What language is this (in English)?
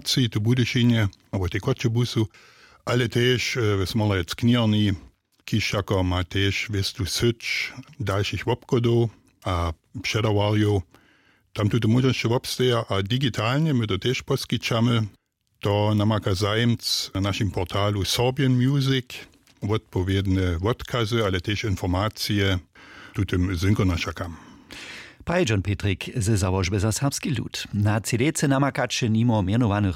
Upper Sorbian